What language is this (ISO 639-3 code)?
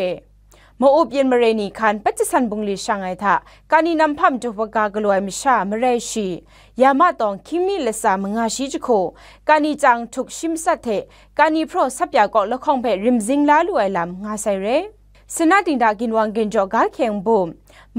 kac